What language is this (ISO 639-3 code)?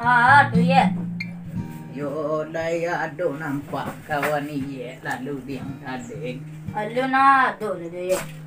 min